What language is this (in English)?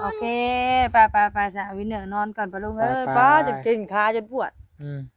Lao